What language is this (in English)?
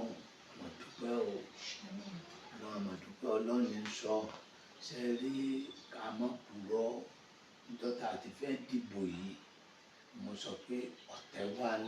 Yoruba